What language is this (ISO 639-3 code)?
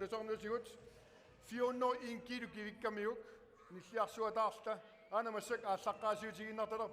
kal